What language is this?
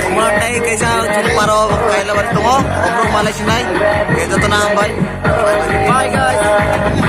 Kok Borok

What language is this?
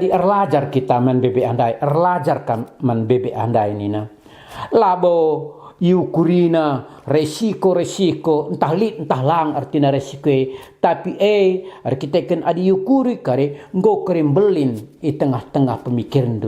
Batak Karo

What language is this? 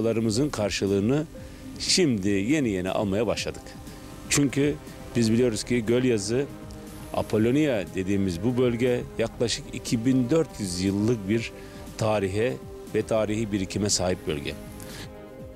Turkish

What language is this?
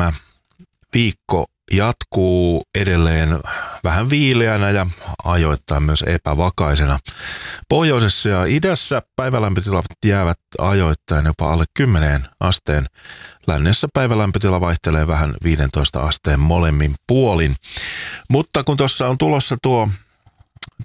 Finnish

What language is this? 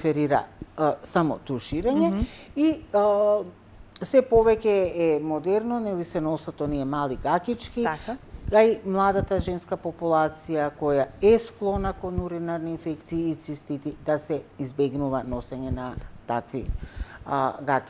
Macedonian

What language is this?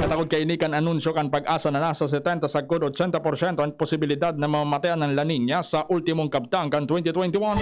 Bikol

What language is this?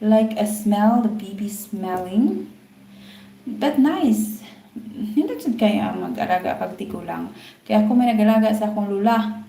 Cebuano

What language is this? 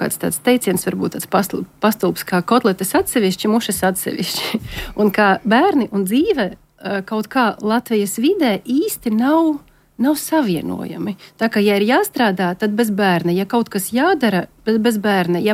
Latvian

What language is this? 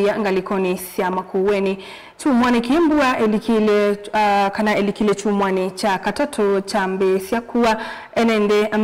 Kamba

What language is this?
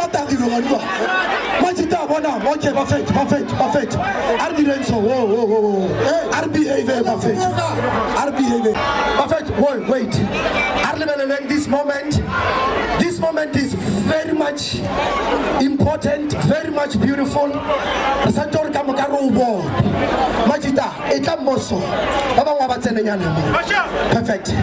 Northern Sotho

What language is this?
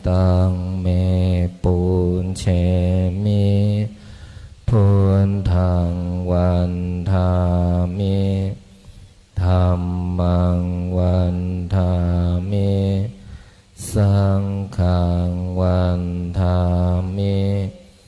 Pali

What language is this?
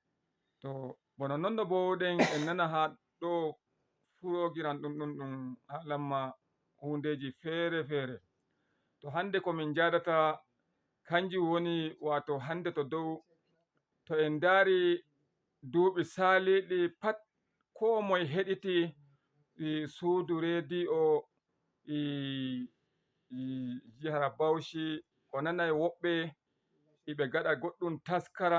Fula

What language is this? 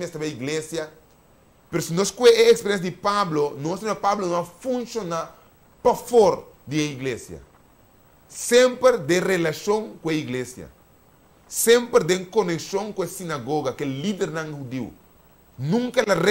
Papiamento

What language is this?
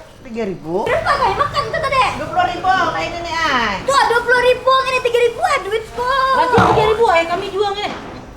Banjar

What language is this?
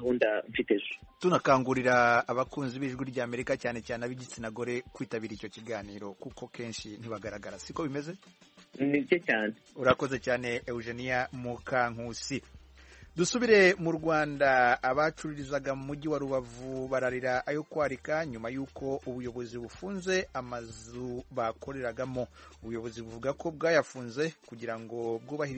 Kinyarwanda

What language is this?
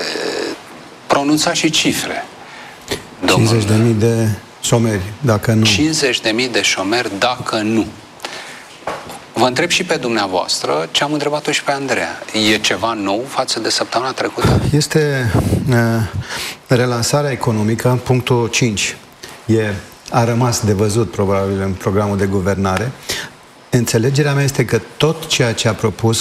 Romanian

